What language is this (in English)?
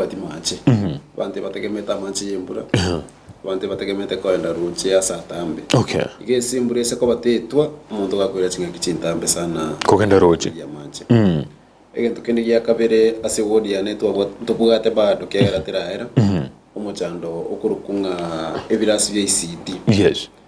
Gusii